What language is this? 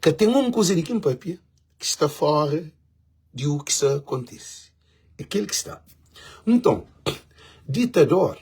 Kabuverdianu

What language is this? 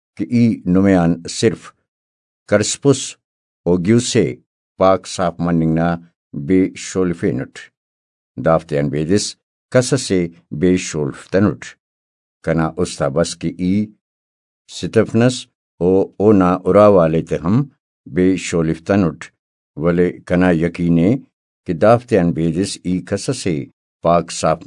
Brahui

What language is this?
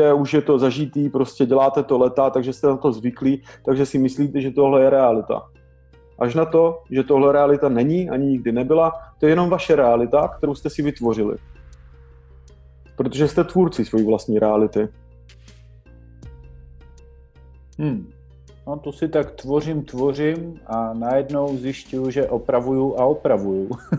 Czech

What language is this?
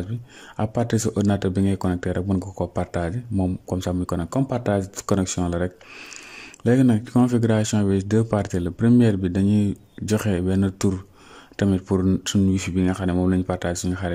Wolof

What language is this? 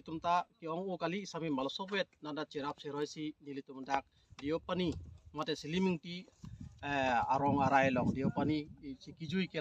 Karbi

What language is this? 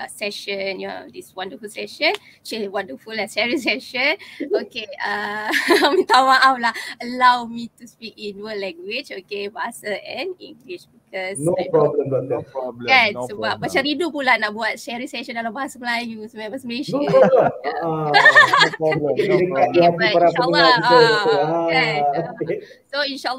Malay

